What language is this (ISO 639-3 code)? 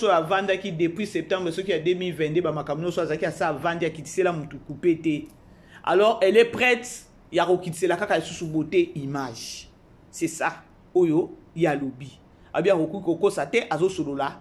lin